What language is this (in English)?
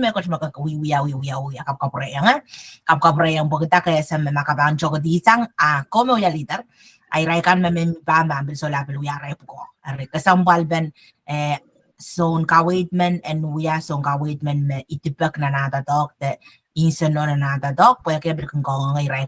Pohnpeian